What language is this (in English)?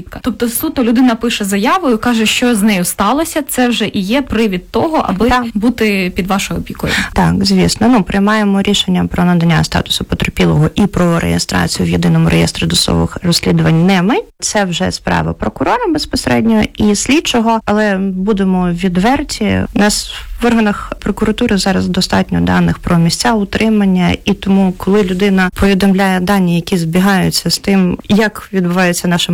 Ukrainian